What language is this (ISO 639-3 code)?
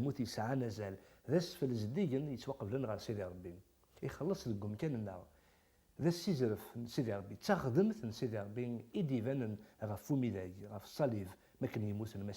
kab